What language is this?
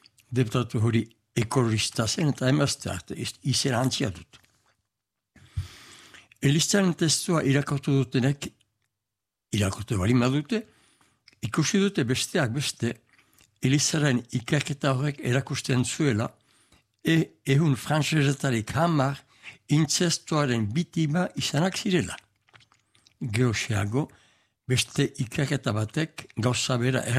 Basque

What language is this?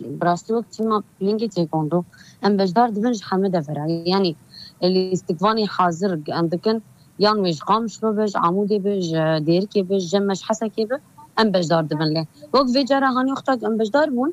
Kurdish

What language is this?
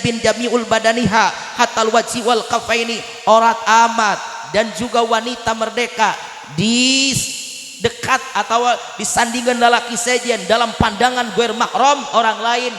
Sundanese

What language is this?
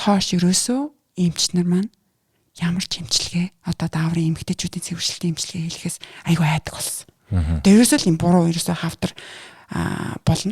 Mongolian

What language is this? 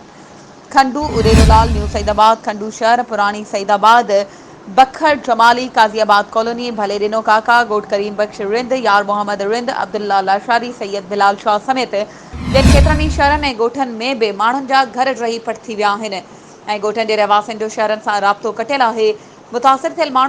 Sindhi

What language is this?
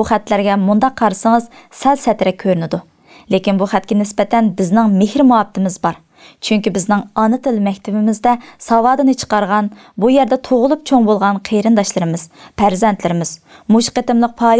Uyghur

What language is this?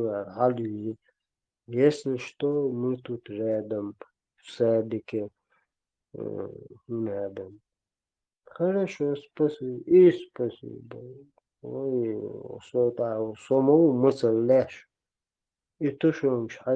Chechen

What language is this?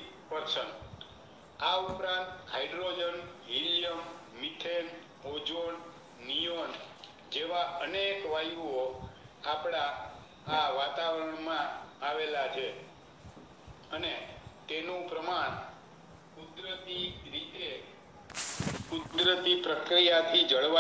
Gujarati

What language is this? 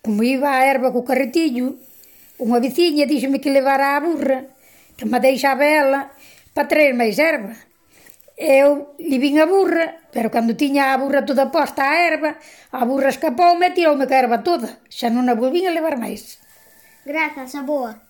Galician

